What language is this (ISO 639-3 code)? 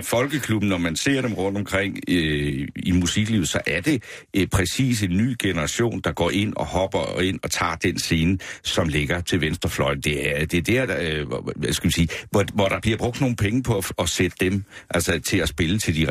dan